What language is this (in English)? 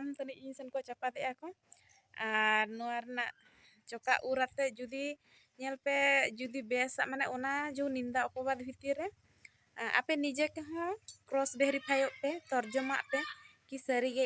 Santali